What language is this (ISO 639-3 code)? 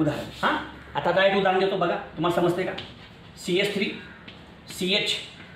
mar